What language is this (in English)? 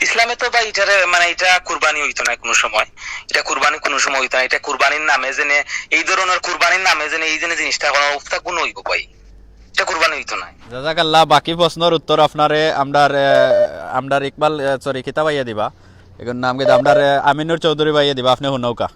Sylheti